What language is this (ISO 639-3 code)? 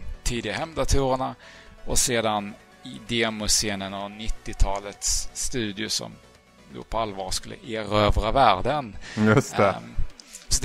swe